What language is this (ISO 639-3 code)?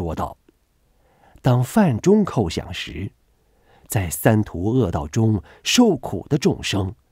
zho